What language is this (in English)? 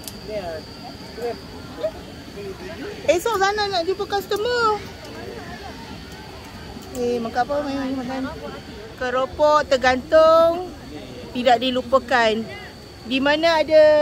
Malay